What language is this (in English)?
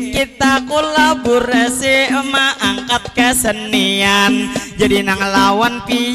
Banjar